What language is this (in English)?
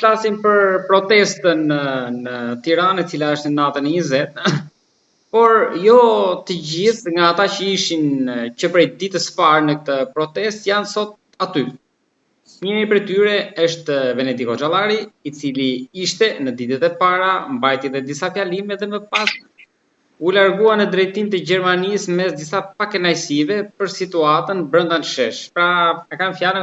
Albanian